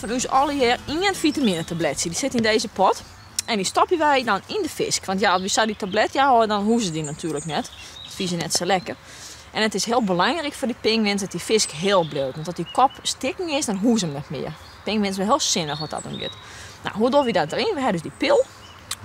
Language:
Western Frisian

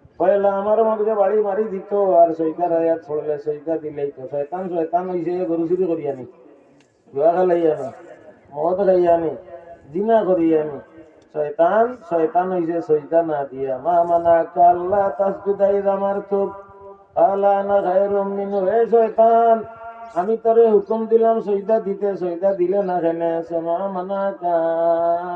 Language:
Sylheti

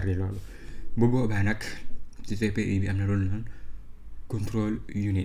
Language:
Wolof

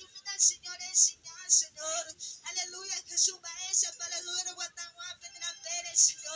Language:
Guarani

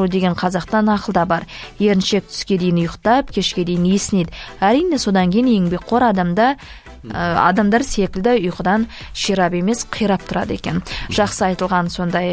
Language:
Kazakh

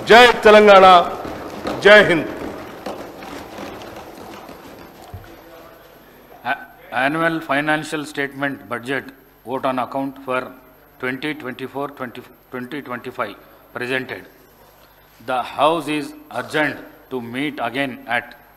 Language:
Telugu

